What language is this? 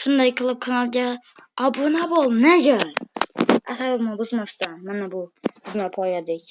Uzbek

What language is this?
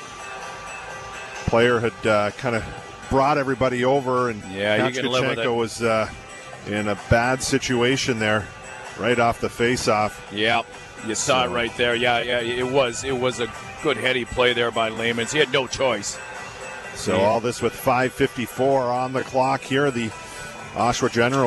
English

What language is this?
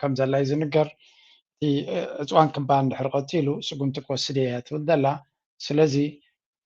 Tigrinya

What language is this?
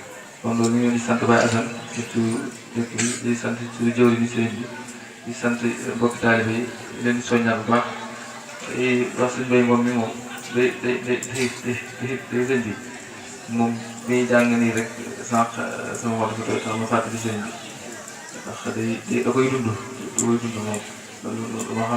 Wolof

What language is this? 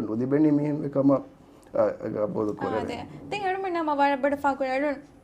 Divehi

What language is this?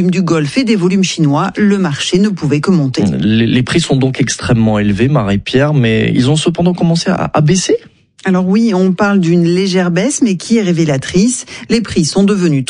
French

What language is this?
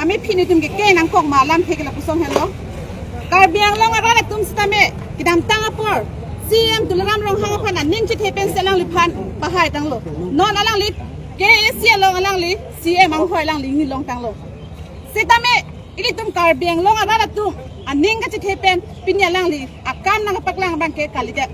Karbi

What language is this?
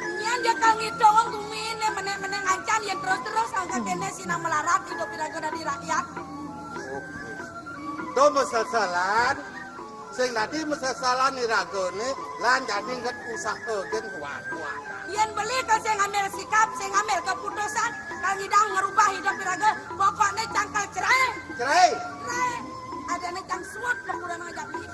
Balinese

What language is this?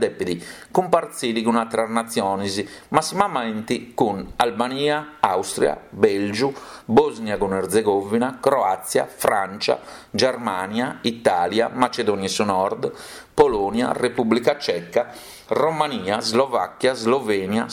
Sardinian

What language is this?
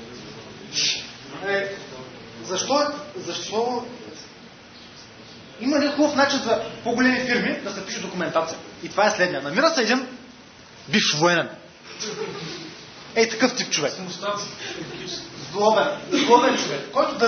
Bulgarian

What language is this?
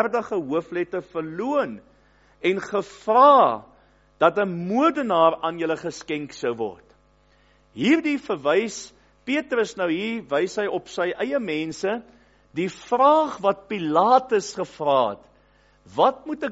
Afrikaans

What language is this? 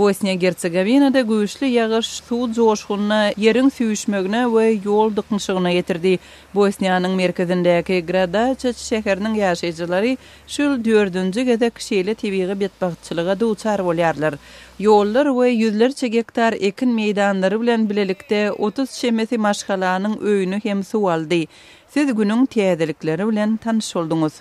Turkmen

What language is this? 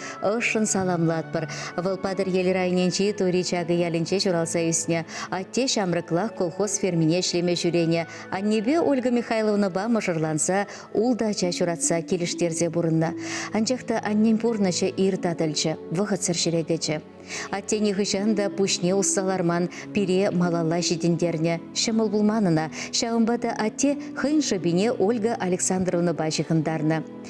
Chuvash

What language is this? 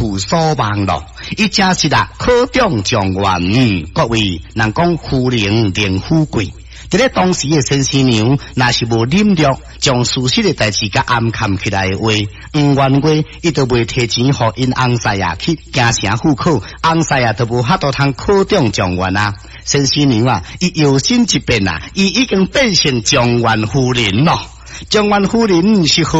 Min Nan Chinese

